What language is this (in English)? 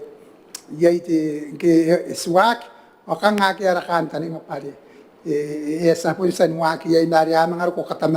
Gilbertese